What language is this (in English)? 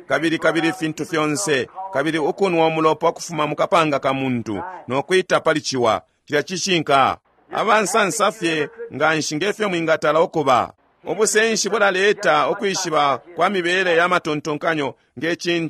Bemba